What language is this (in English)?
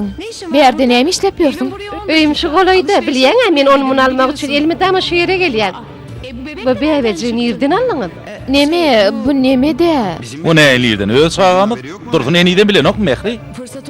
Turkmen